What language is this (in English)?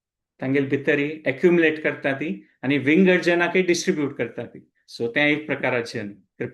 Konkani